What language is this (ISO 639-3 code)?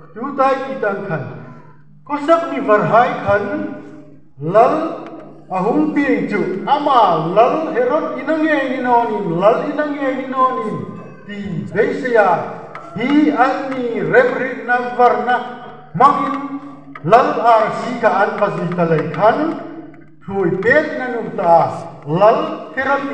hmr